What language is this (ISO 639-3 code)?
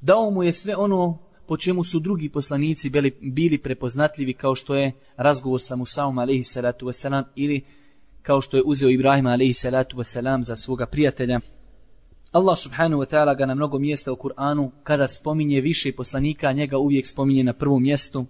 bos